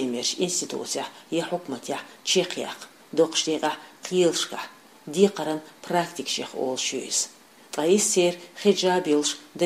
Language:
Chechen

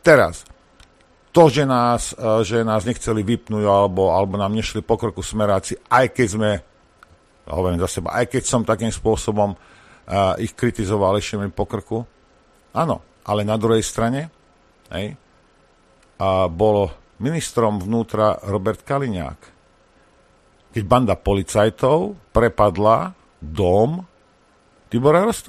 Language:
Slovak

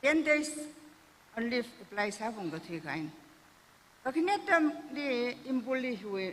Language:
Tangkhul Naga (India)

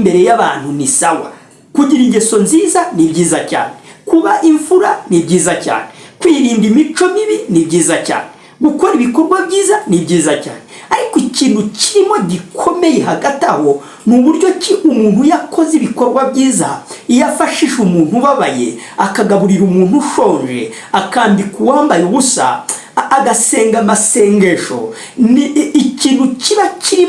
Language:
Kinyarwanda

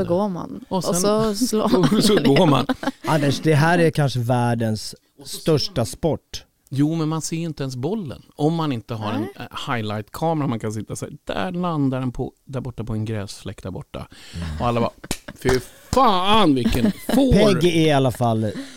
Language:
Swedish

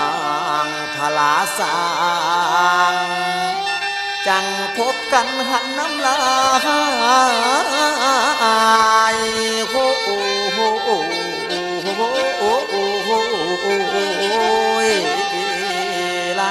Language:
Thai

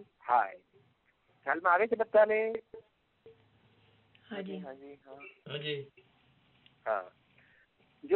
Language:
Gujarati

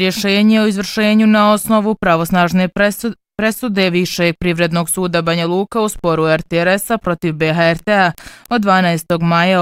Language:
Bosnian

